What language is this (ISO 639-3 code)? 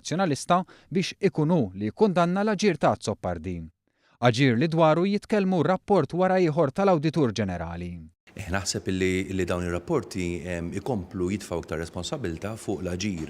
mlt